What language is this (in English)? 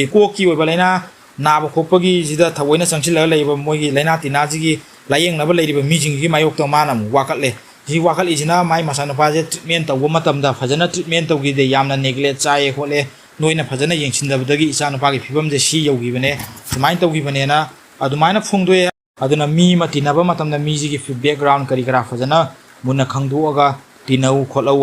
Manipuri